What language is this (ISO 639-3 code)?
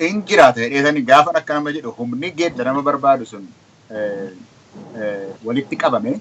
orm